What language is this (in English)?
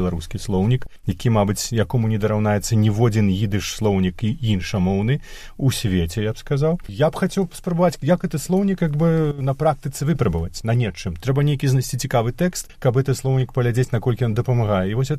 Belarusian